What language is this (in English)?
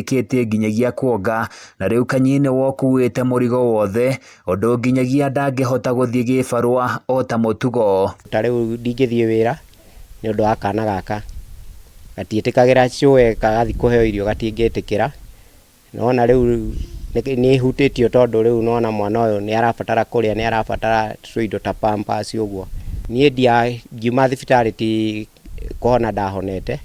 Kikuyu